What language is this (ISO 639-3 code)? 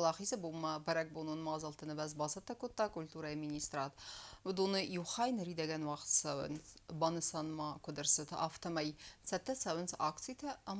oss